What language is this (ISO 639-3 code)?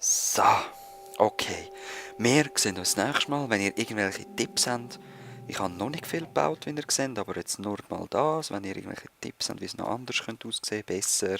gsw